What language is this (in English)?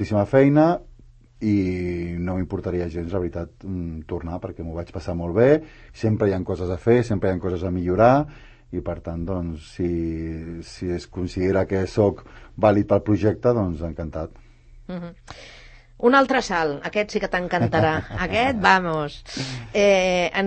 Catalan